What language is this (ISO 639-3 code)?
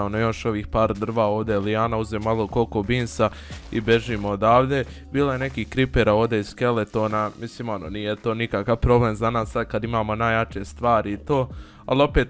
hrv